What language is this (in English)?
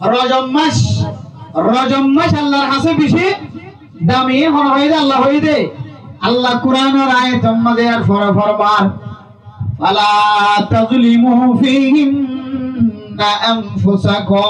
Rohingya